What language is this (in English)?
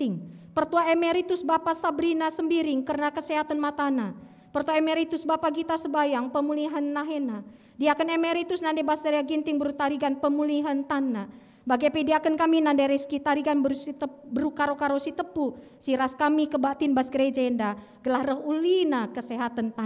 Batak Karo